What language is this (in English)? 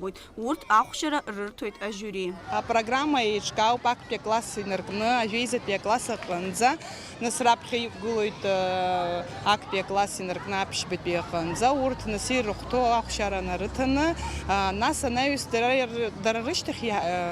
Abkhazian